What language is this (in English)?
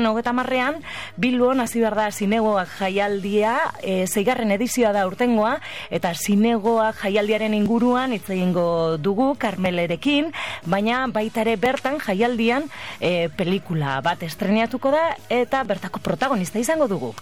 Basque